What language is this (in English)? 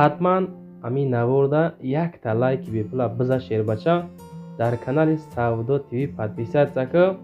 Tajik